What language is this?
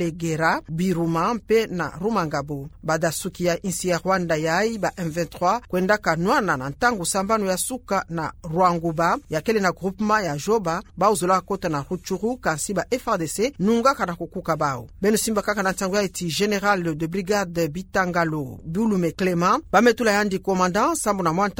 Kituba (Democratic Republic of Congo)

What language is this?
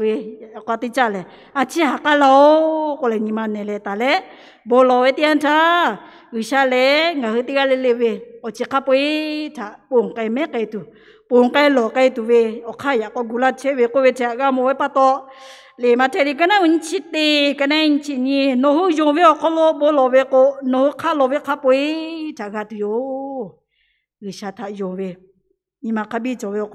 Lahu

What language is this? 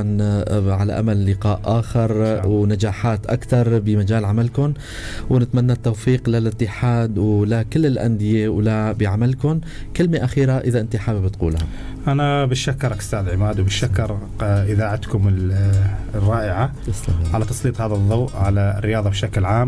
North Levantine Arabic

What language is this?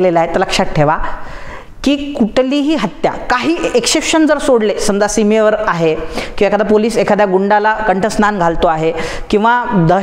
Marathi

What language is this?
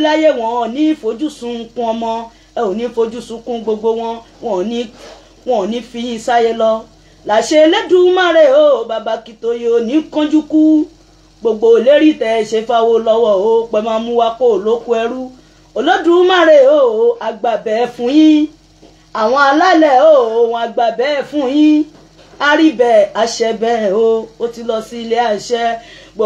Yoruba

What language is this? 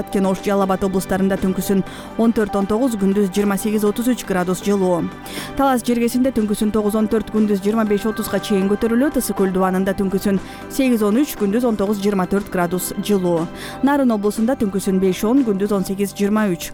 Kyrgyz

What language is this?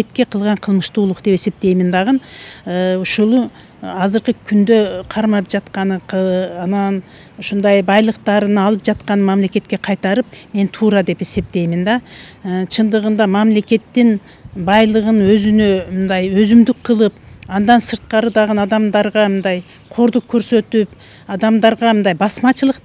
Kyrgyz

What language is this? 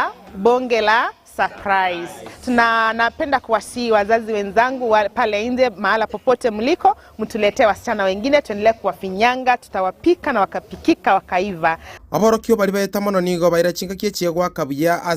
Gusii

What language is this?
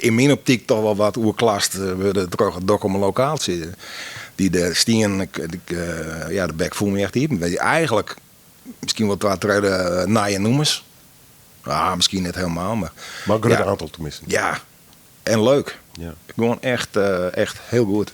Western Frisian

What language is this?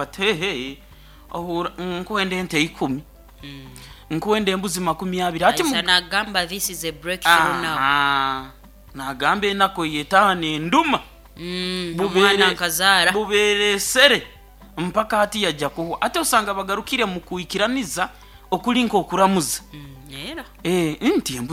Nyoro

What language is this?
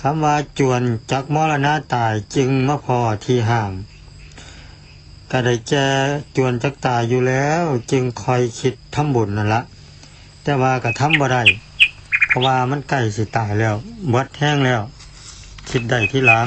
Lao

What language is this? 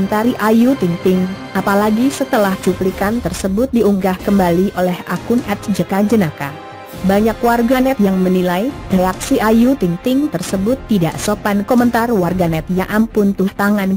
Indonesian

